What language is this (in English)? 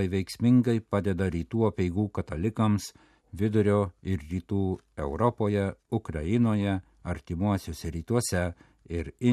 Lithuanian